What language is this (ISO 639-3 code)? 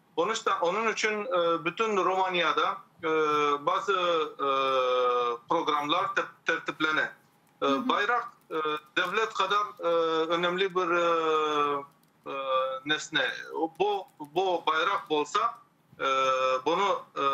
crh